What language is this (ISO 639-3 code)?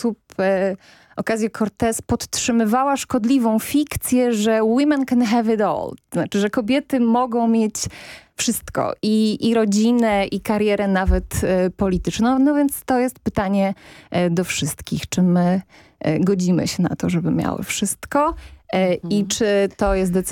pol